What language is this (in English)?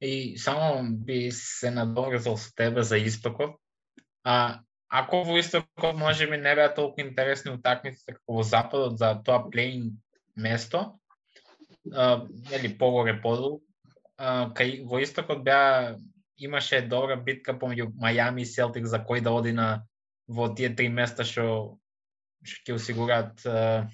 Macedonian